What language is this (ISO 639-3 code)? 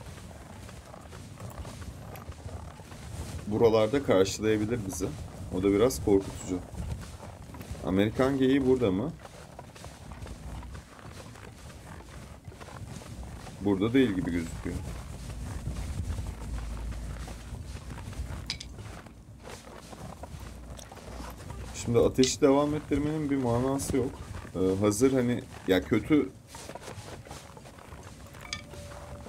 tur